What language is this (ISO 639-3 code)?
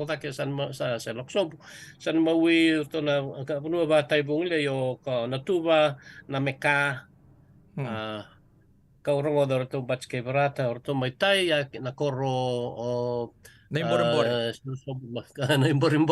fij